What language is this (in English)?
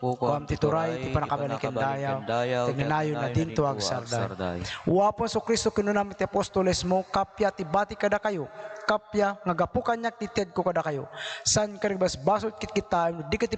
Iloko